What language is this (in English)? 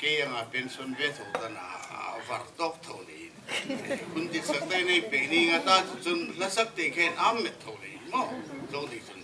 Hmar